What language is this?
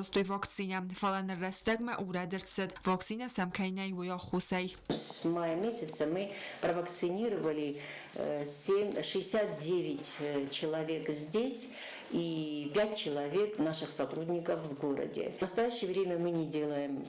Ossetic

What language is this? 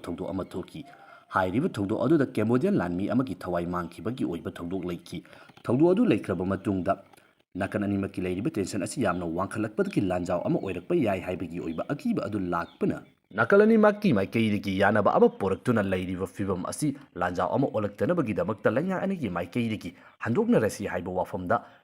Manipuri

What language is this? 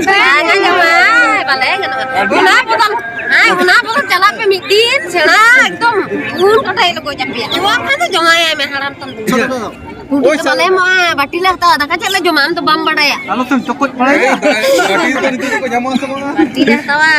Santali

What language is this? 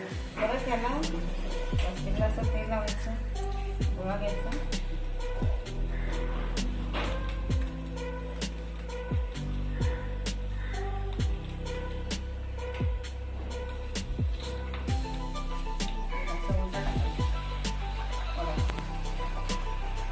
Marathi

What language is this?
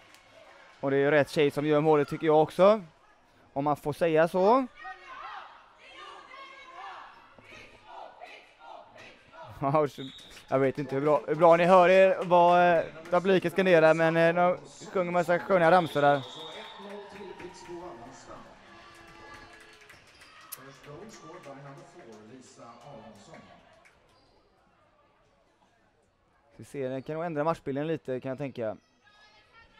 Swedish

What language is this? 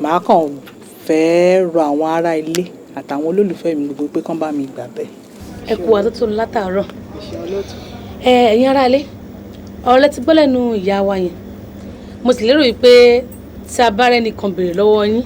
Yoruba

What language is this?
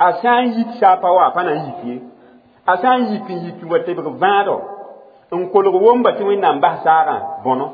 Mossi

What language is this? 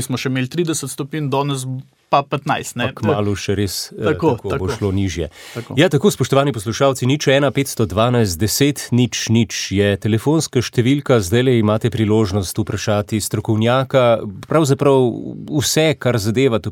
Slovenian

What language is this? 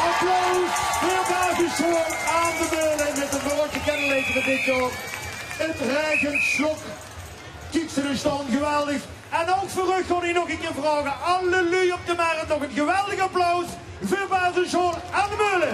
Limburgish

